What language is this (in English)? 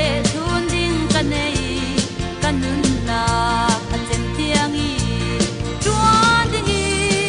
Falam Chin